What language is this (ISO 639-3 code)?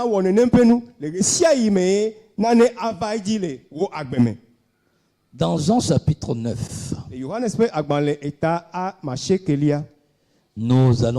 ewe